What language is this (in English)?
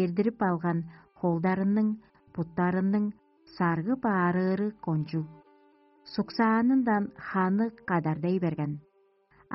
Tuvinian